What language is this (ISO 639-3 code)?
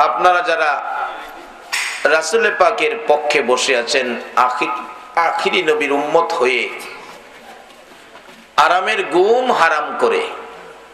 ben